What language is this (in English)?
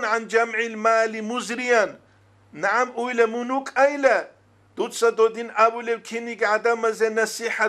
Avaric